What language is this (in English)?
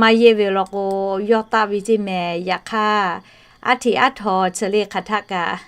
Lahu